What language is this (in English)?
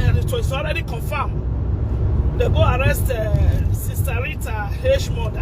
Nigerian Pidgin